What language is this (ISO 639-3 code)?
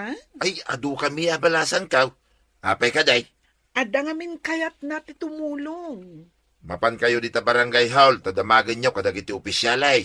ilo